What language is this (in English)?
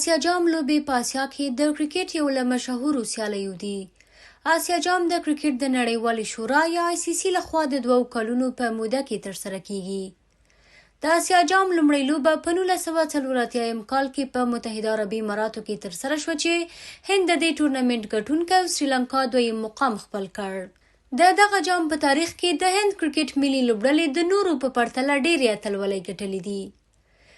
Pashto